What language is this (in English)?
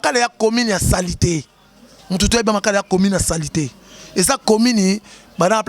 Lingala